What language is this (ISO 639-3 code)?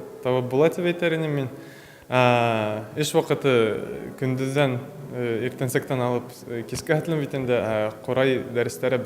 bak